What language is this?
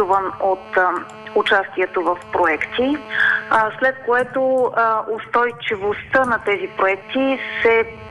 Bulgarian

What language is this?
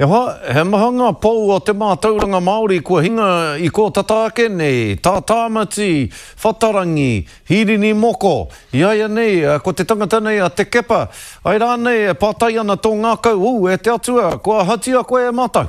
Māori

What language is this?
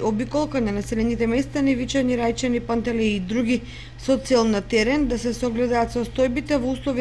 Macedonian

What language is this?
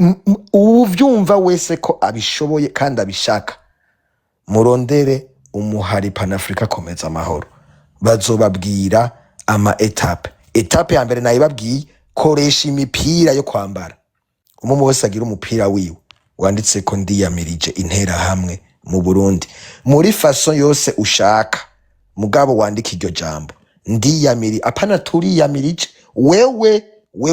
Rundi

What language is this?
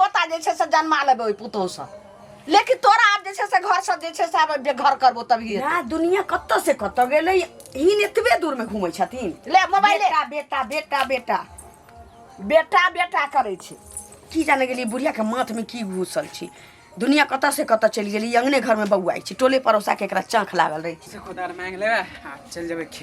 Maithili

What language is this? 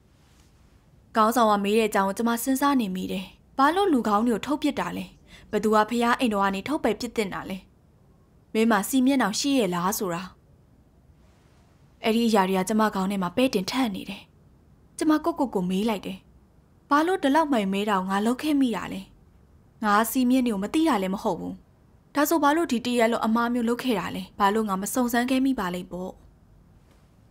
Burmese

